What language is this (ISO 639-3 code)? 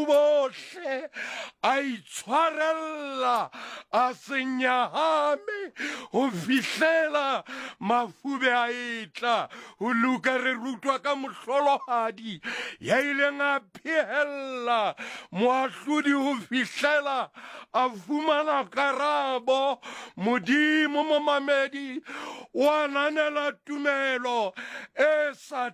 sot